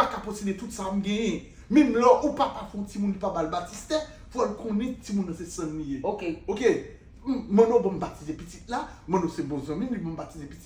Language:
Haitian Creole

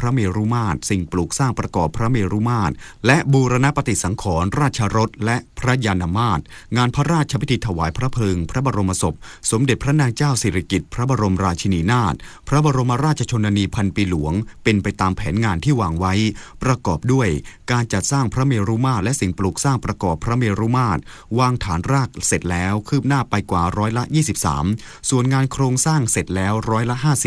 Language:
Thai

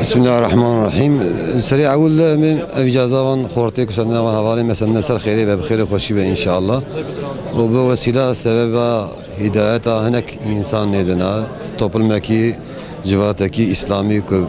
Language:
Kurdish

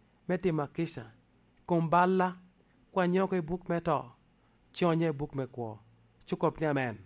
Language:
Lango (Uganda)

